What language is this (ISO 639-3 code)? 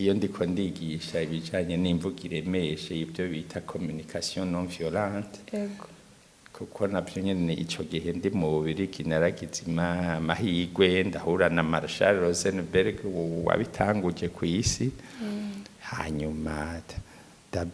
run